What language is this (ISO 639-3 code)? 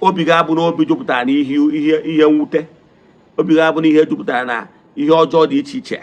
ibo